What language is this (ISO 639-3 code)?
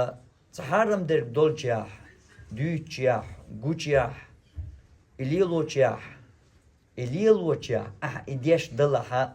che